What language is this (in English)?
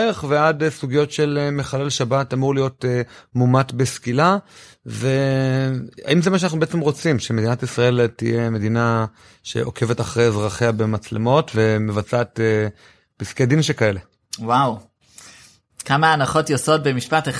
Hebrew